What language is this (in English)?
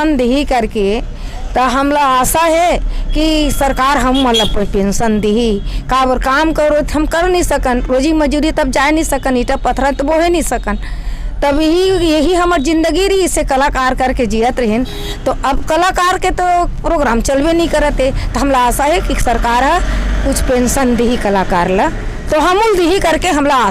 Chhattisgarhi